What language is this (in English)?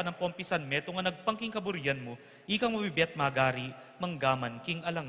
Pampanga